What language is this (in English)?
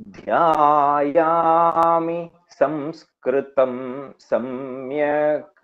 Sanskrit